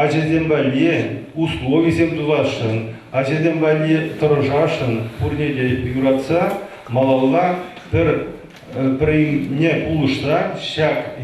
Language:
Chuvash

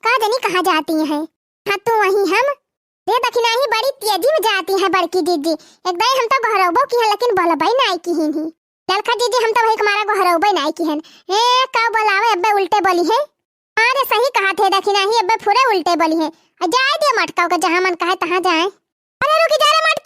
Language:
Awadhi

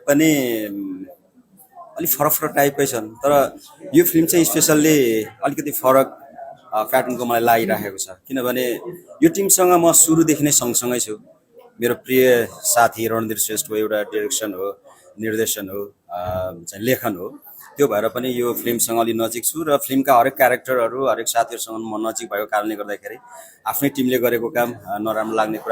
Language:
Nepali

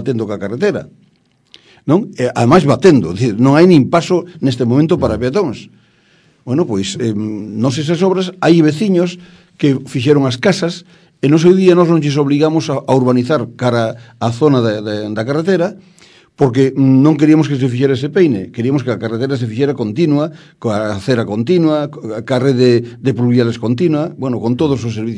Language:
Galician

